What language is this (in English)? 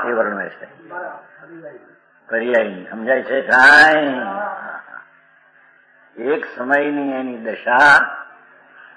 Gujarati